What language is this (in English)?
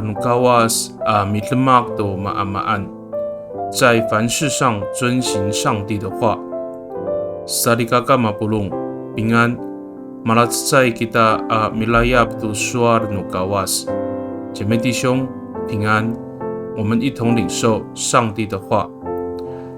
Amis